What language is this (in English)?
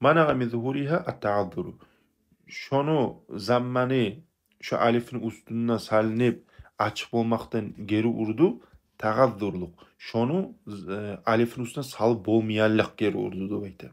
Kumyk